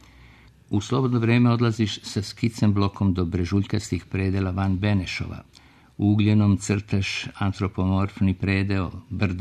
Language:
Serbian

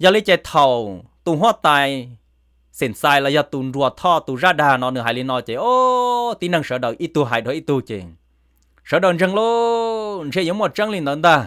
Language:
Hmong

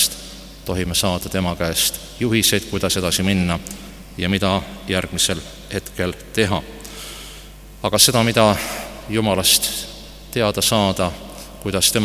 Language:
Estonian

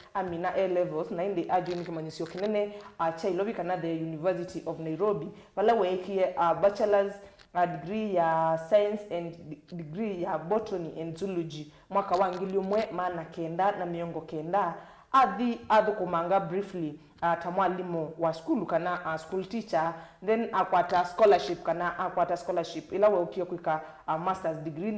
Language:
Kamba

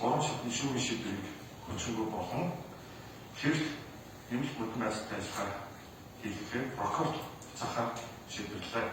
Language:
Mongolian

